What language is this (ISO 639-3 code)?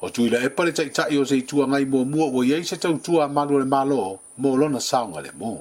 smo